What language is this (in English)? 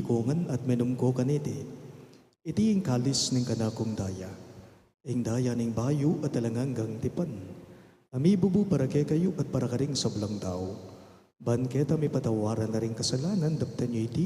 Pampanga